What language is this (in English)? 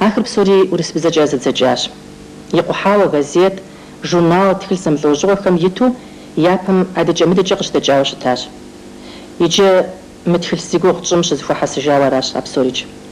Kabardian